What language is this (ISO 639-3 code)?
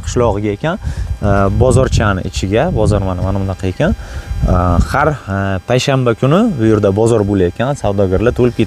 uzb